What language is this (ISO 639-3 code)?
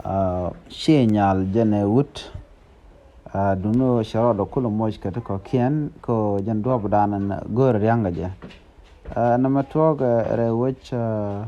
nus